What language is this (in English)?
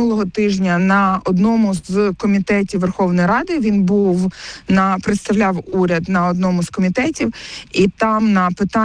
Ukrainian